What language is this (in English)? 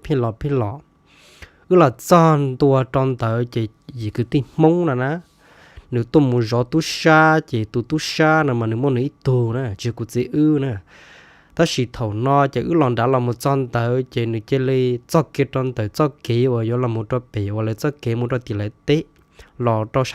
Hmong